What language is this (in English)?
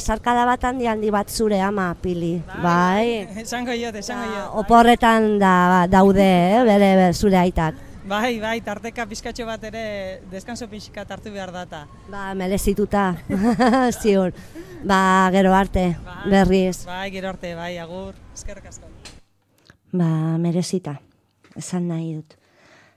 Basque